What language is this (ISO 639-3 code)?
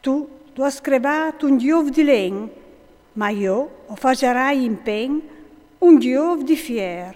fur